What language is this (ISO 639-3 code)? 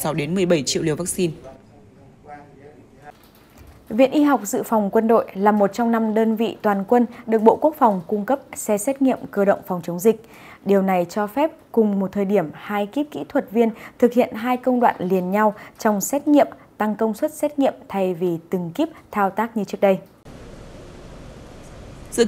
vie